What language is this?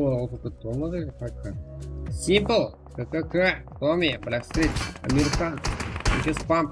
Kara-Kalpak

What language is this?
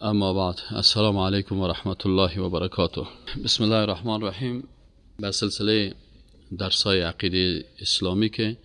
Persian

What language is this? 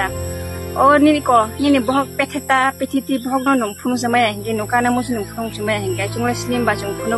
Kok Borok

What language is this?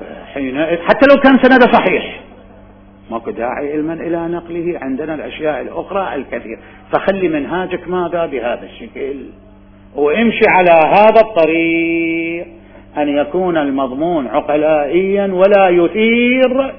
Mesopotamian Arabic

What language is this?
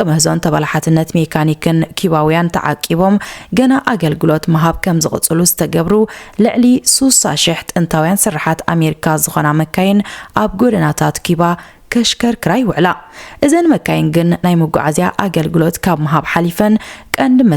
Tigrinya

